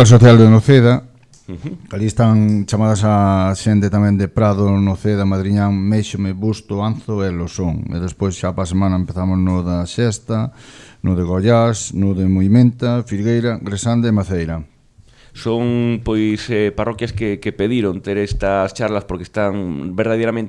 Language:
Galician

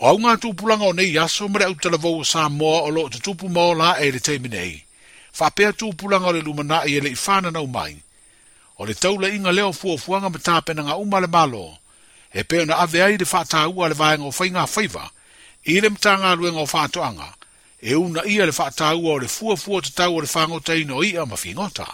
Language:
Samoan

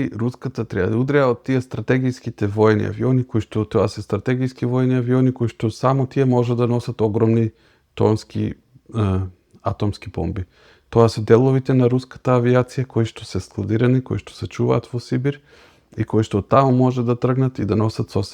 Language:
Macedonian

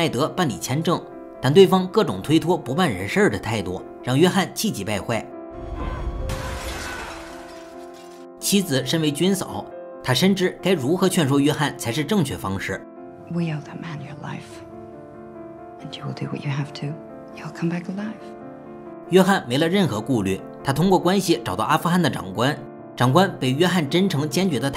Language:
Chinese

